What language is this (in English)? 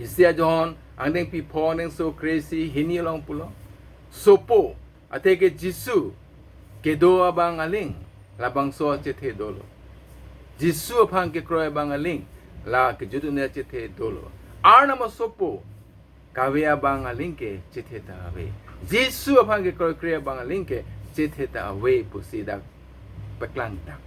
Karbi